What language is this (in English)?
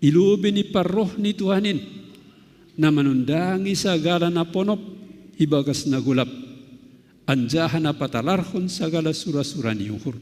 Batak Simalungun